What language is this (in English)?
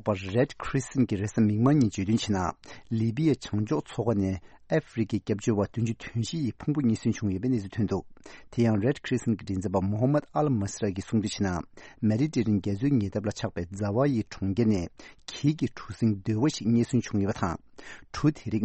Tibetan